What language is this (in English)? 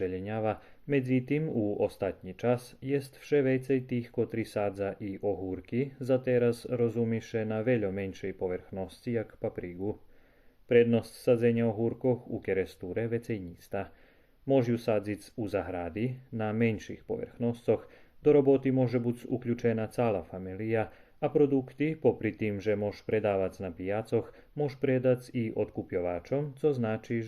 Rusyn